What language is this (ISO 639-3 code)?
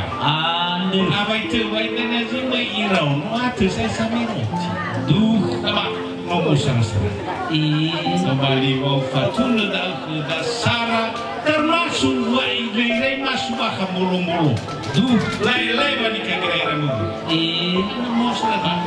nia